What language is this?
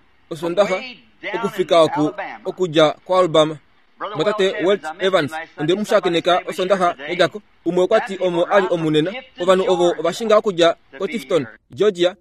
Kuanyama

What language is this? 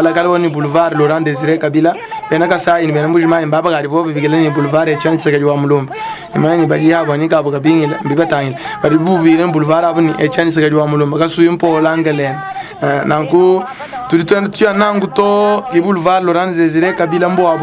Luba-Lulua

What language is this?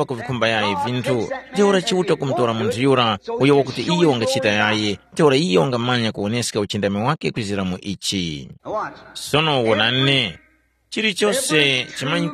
Tumbuka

